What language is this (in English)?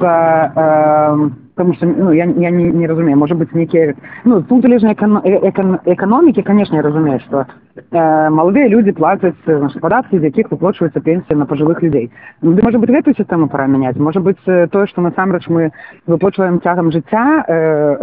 Belarusian